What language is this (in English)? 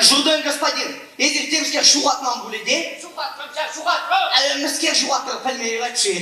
Chuvash